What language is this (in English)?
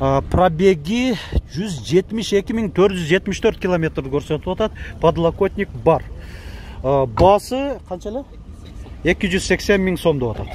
Kyrgyz